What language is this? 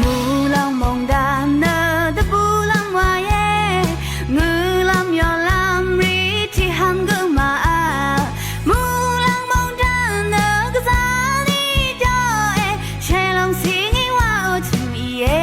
Rawang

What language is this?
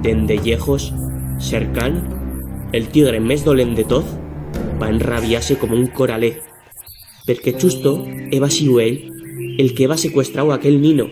Aragonese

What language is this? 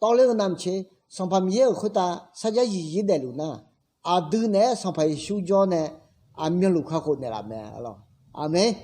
Akha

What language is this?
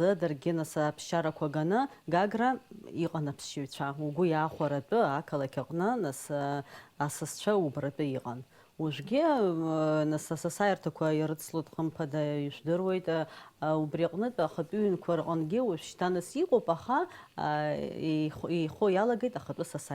Abkhazian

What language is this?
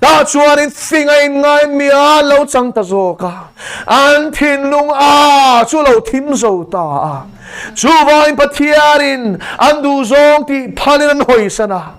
Mizo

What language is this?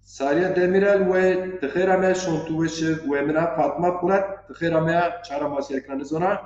Zaza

